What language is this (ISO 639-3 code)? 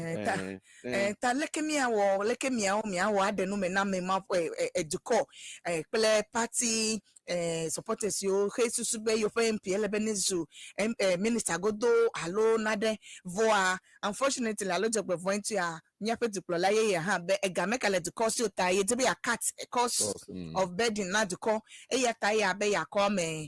ewe